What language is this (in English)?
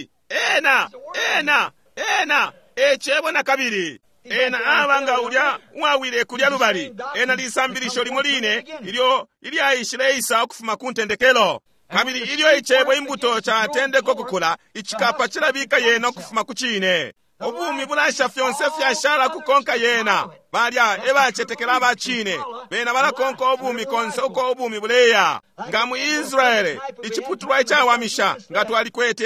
Bemba